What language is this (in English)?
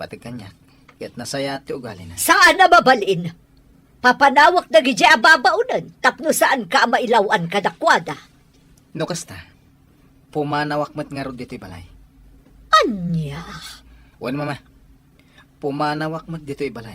Iloko